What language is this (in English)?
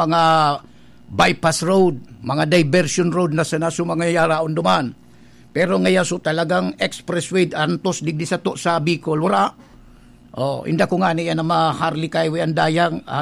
Bikol